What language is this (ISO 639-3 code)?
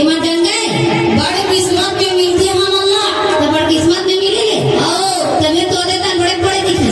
hne